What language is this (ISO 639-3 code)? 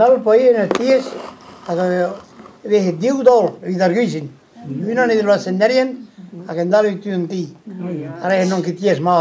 bre